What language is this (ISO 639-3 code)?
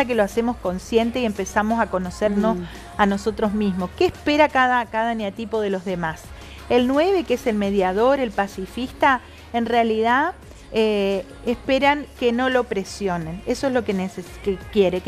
spa